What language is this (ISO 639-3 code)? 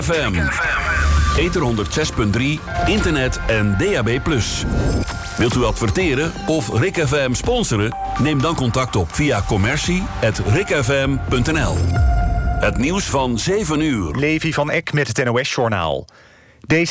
nld